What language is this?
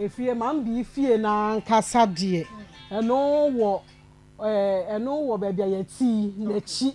Akan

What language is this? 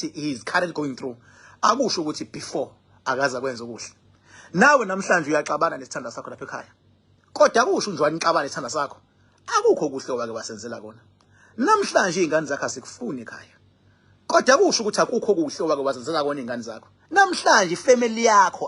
Zulu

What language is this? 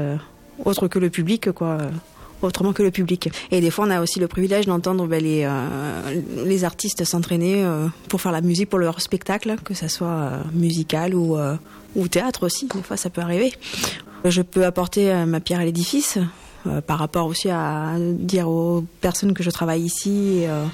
French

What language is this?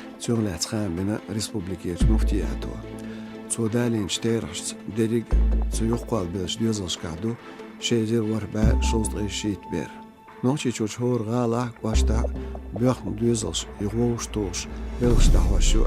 Chechen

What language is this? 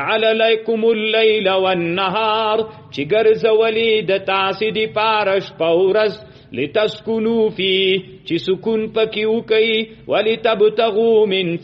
Pashto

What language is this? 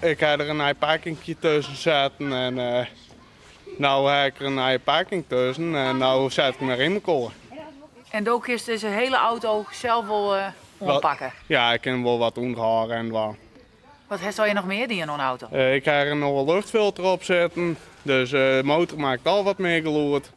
Western Frisian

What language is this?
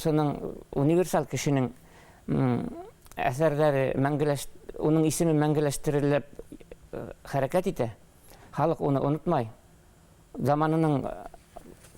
Bashkir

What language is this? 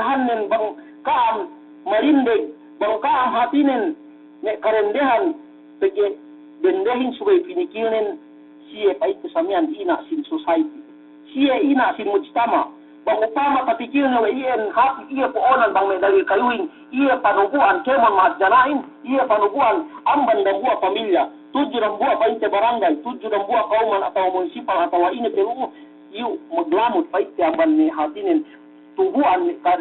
Yakan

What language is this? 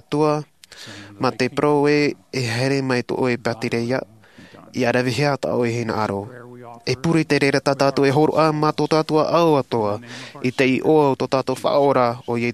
Tahitian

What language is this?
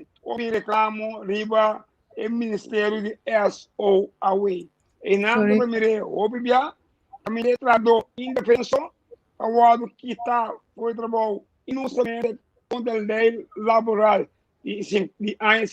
Papiamento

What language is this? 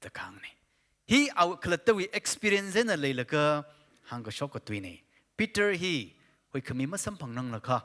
Tangkhul Naga (India)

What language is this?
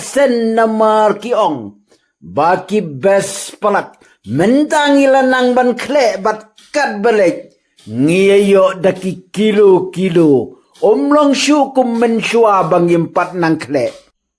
Khasi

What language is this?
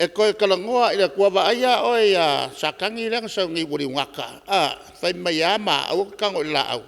Samoan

